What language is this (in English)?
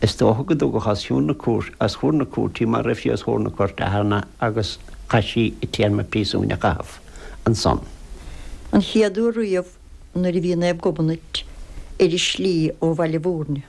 Irish